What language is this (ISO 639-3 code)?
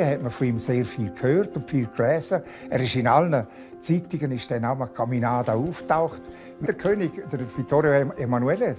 roh